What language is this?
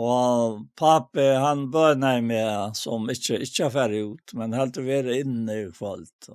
Faroese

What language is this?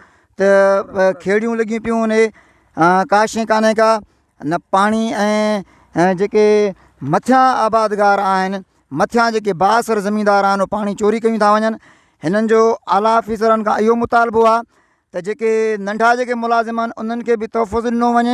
Sindhi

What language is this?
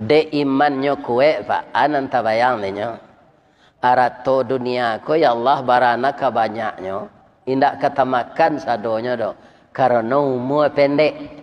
Minangkabau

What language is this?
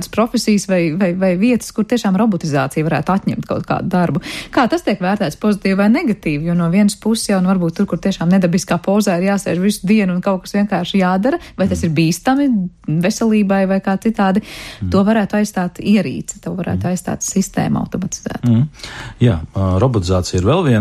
Latvian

